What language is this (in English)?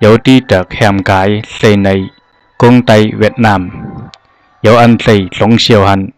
Zhuang